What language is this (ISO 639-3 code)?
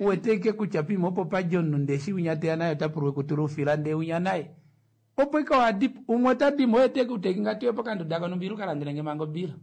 kua